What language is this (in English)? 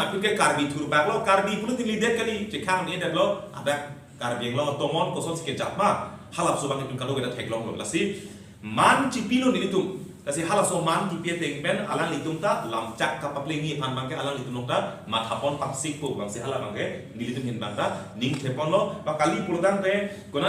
Karbi